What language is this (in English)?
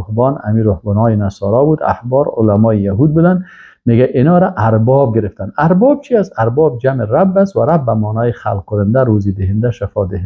Persian